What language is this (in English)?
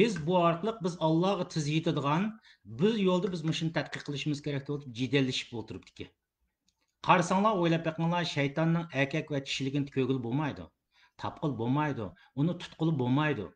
Uyghur